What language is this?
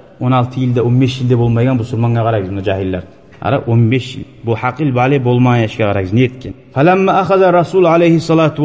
Kumyk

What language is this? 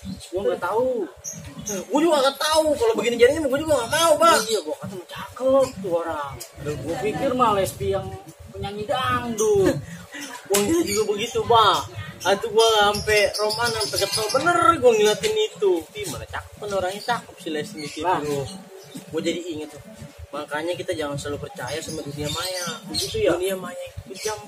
Betawi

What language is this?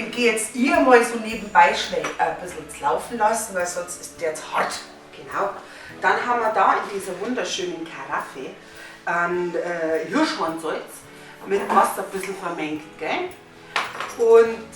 Bavarian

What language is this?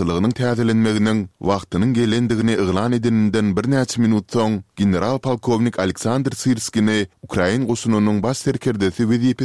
Turkmen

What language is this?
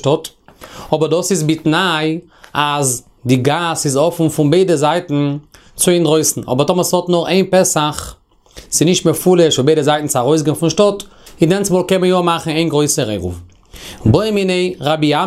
Yiddish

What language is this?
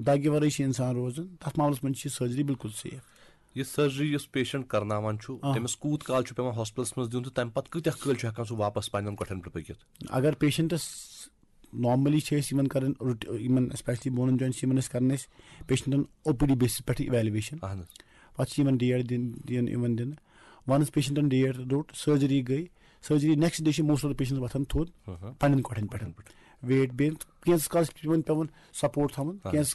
Kashmiri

